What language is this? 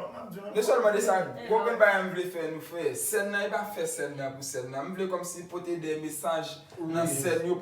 Haitian Creole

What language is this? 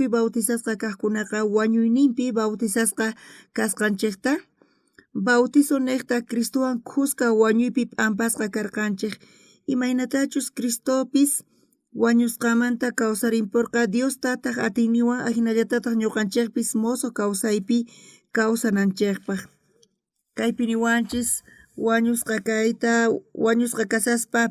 South Bolivian Quechua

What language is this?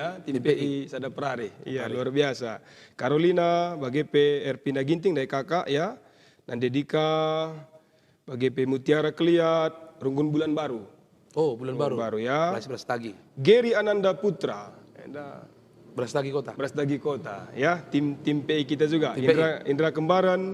Batak Karo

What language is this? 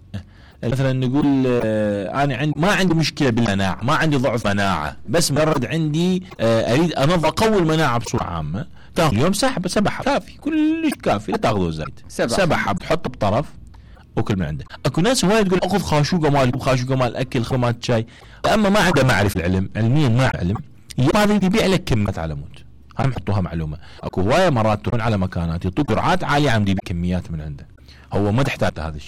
Mesopotamian Arabic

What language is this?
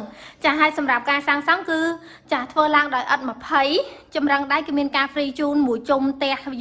Khmer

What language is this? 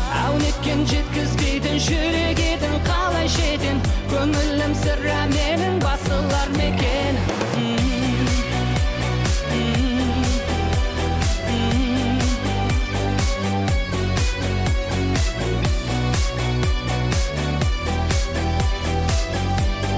Kazakh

